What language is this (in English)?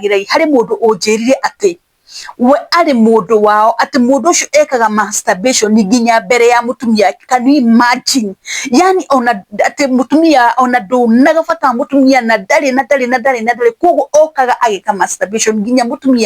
Kikuyu